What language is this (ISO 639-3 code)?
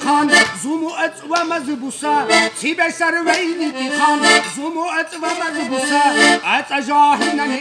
lbe